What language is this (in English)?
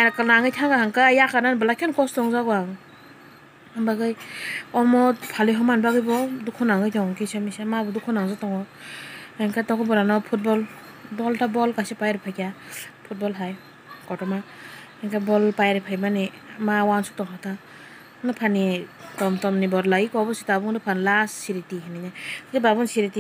Kok Borok